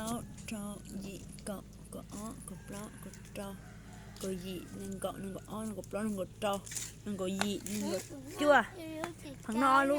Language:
Hmong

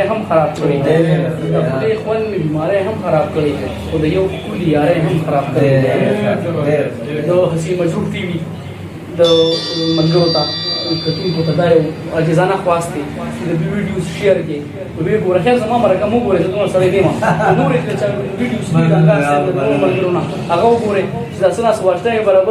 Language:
Pashto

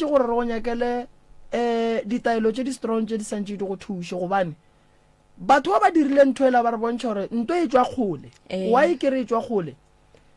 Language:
Northern Sotho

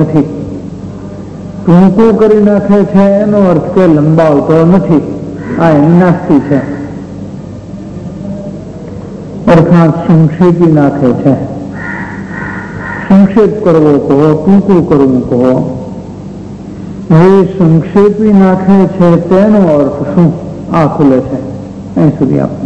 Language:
Gujarati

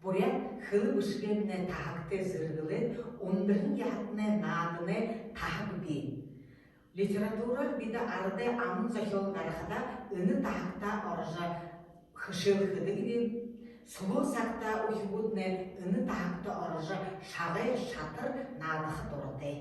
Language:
Buriat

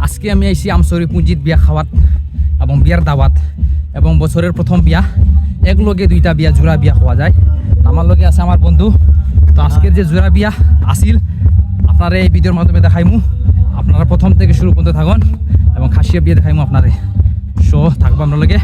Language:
Sylheti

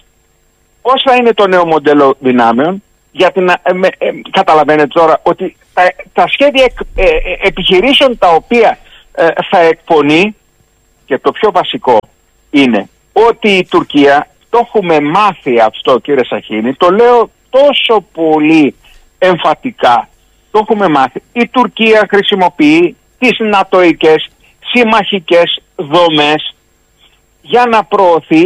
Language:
Greek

